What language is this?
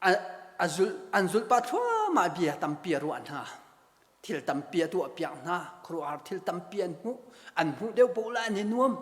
Hakha Chin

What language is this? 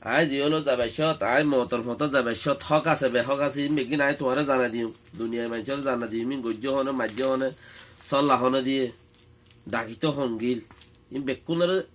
Rohingya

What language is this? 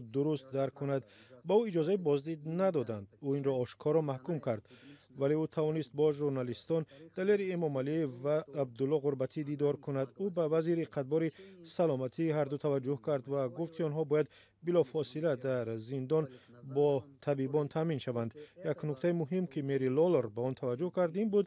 Tajik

